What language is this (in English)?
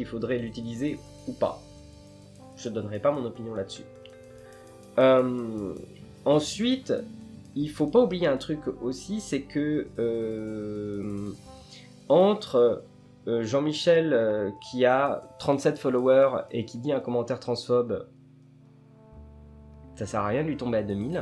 French